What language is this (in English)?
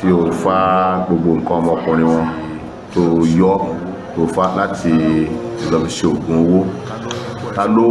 Yoruba